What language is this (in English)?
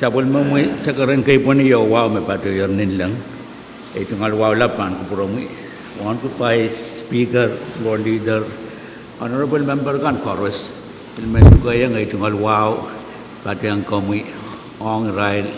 Pohnpeian